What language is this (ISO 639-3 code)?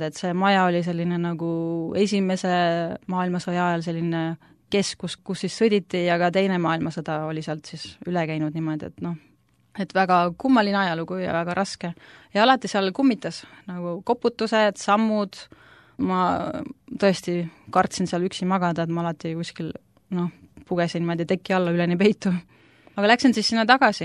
est